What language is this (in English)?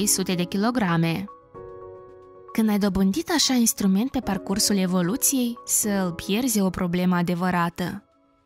Romanian